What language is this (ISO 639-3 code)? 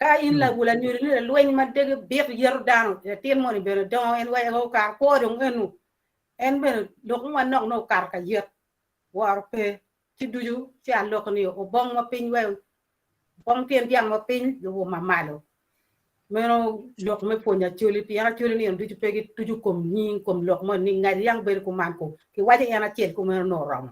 ach